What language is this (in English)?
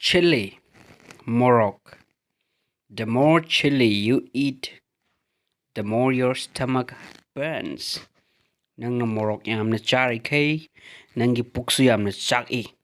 Manipuri